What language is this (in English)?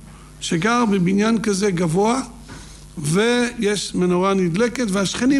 Hebrew